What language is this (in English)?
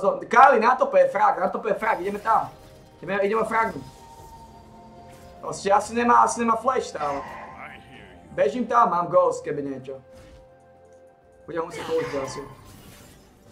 Slovak